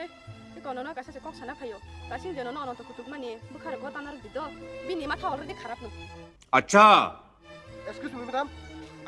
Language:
Kok Borok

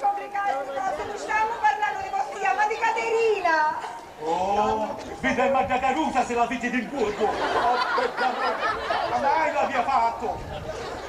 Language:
Sicilian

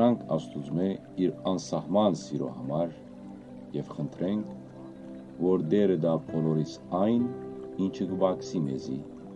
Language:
Western Armenian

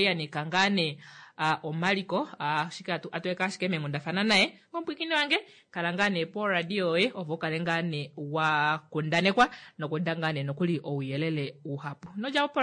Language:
Kuanyama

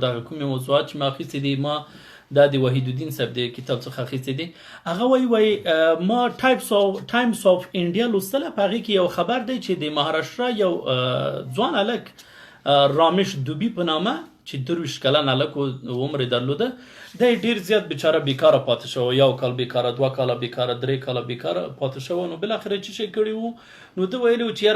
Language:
Pashto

